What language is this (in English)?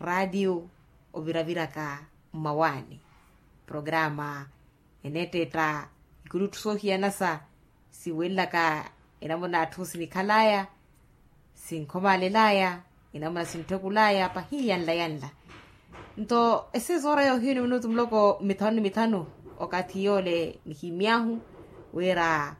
Makhuwa